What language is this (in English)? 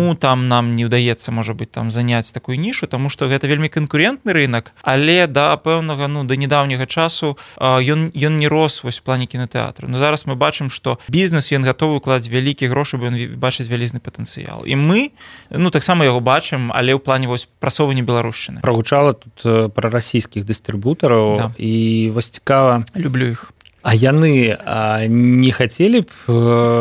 Belarusian